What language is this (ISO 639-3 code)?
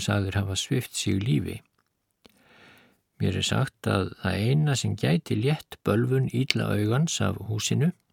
isl